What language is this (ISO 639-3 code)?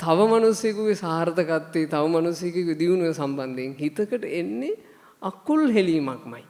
sin